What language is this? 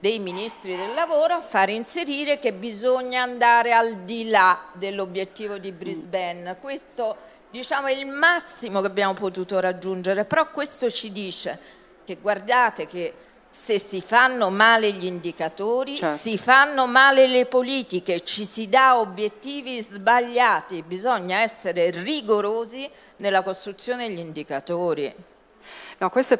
Italian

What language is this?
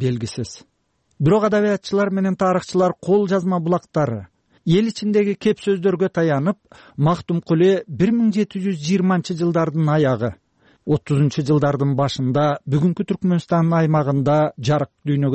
Kyrgyz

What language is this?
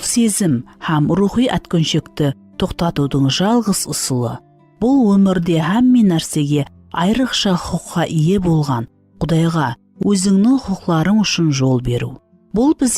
Kara-Kalpak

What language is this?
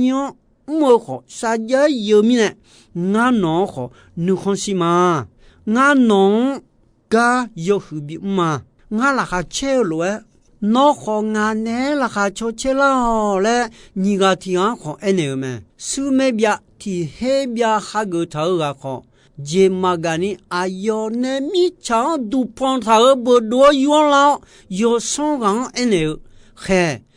Akha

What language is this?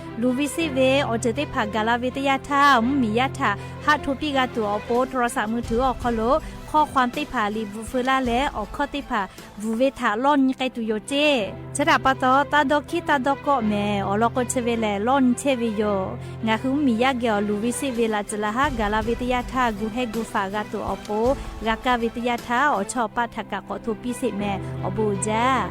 Lahu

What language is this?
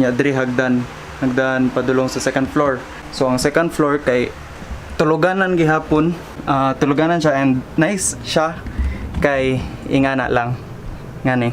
Cebuano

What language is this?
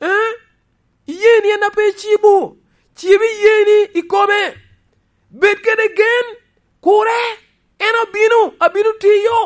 Lango (Uganda)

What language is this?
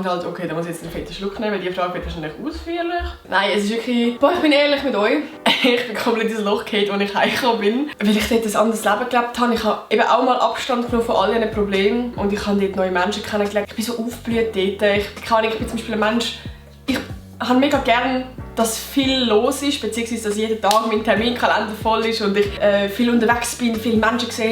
Swiss German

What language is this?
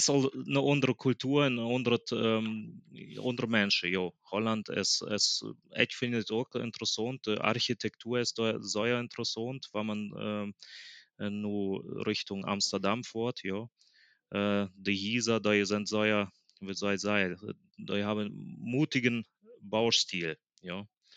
Plautdietsch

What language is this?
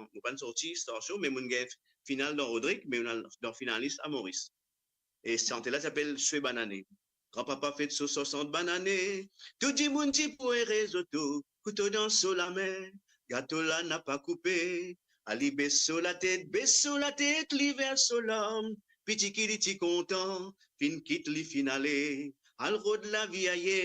Morisyen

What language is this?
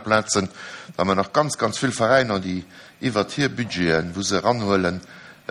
Luxembourgish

